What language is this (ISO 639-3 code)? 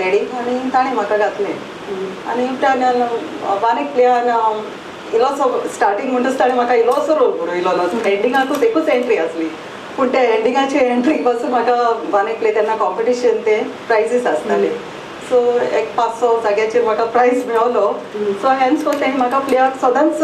kok